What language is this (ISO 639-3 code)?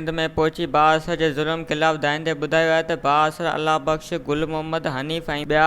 snd